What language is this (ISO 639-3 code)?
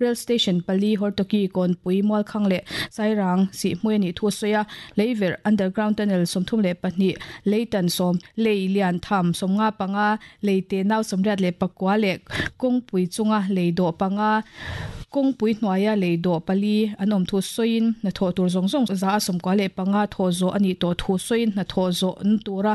lus